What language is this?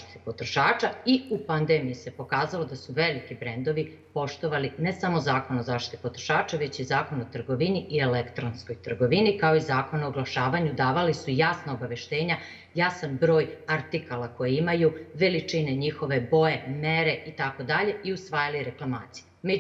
Serbian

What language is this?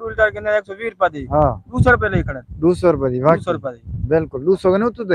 Saraiki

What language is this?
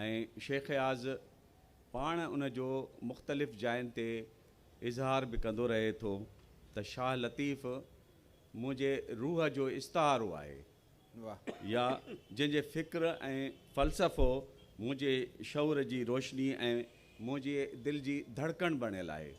Sindhi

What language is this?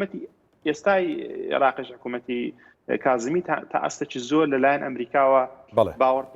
Central Kurdish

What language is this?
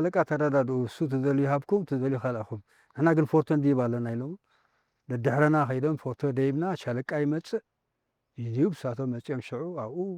Tigrinya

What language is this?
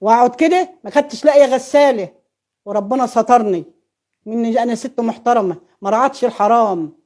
Egyptian Arabic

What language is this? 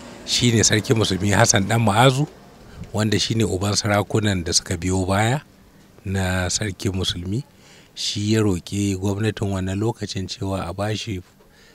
Hausa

